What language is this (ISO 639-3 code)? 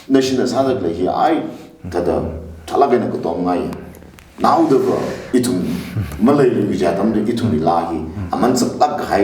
nmf